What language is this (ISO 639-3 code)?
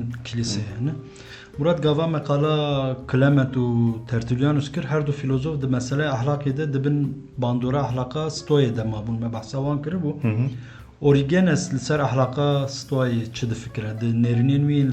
kur